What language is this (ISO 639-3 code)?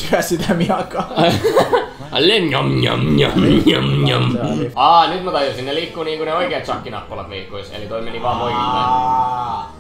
fin